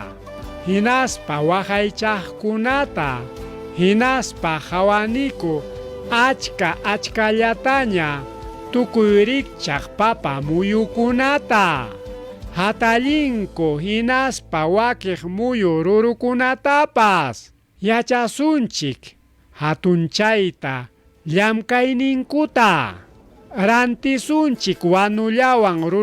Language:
Ayacucho Quechua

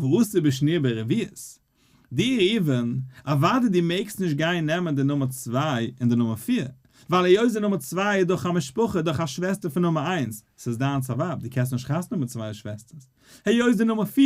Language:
Yiddish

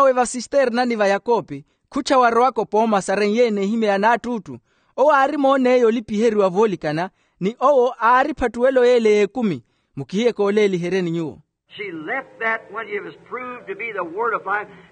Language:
Makhuwa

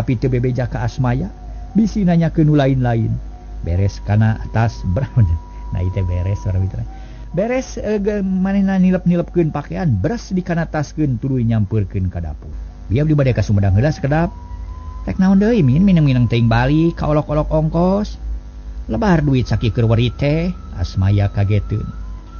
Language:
Sundanese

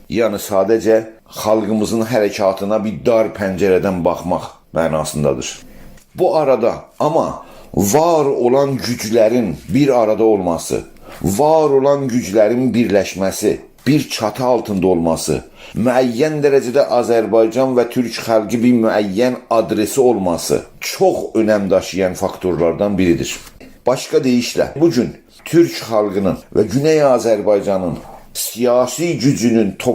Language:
South Azerbaijani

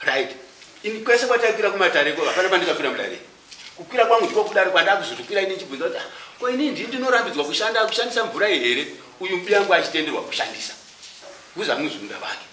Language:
Shona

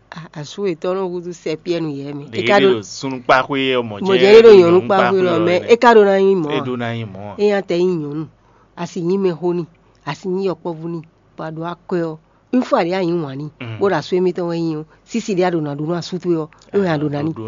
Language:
Fon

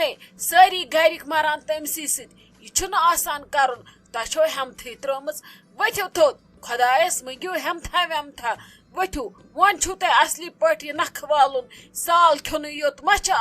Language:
Kashmiri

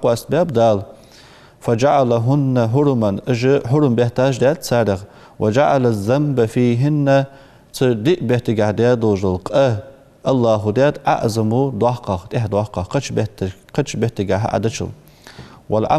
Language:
Ingush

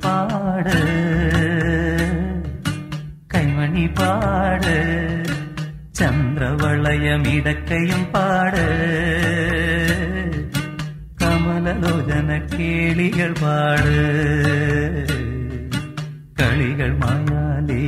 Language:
Malayalam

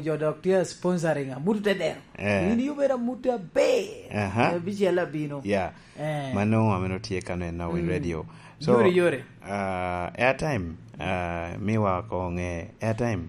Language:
Lango (Uganda)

